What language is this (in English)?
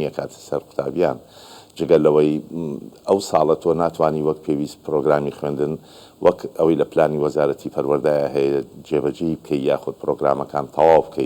Central Kurdish